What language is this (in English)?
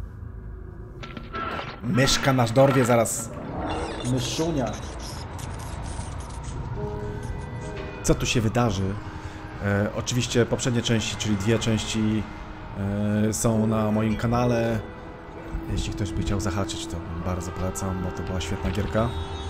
Polish